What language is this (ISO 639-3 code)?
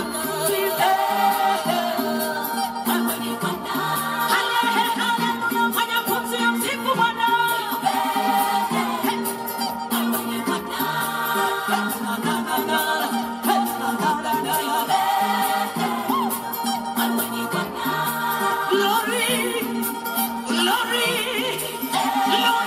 swa